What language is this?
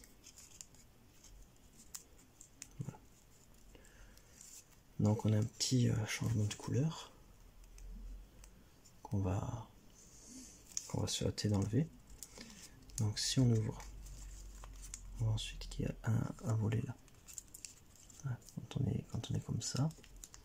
French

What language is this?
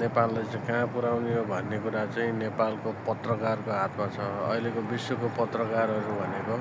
Nepali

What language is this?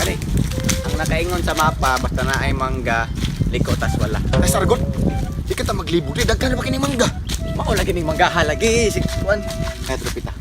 Cebuano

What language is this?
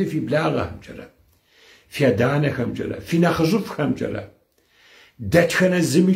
Kabardian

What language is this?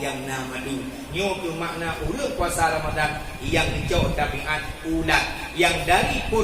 Achinese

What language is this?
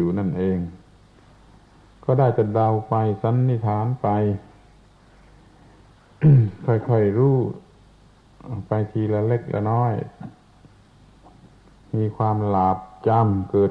Thai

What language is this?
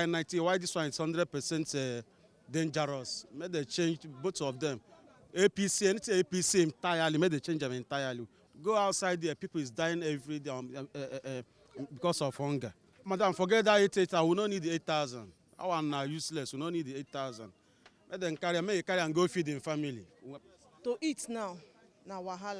Nigerian Pidgin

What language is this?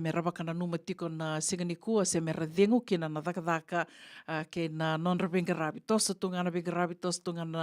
Fijian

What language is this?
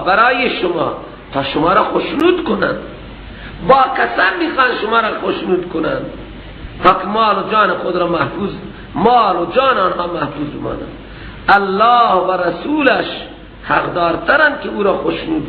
Persian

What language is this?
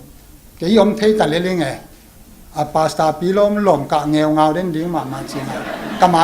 Tedim Chin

